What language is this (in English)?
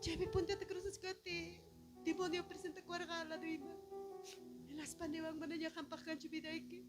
Ayacucho Quechua